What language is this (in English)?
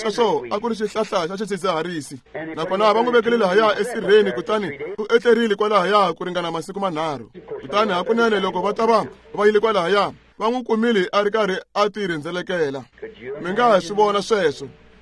Tsonga